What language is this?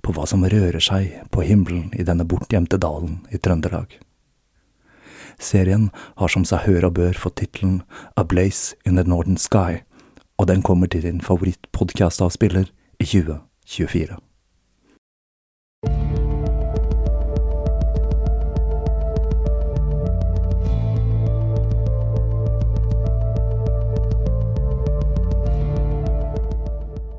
Norwegian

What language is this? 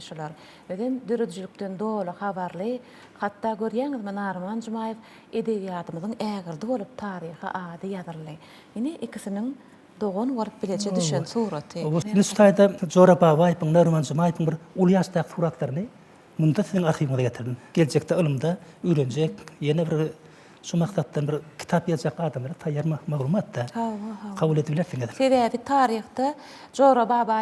Turkmen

